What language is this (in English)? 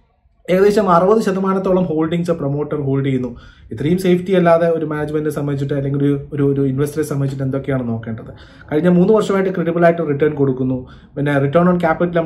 Malayalam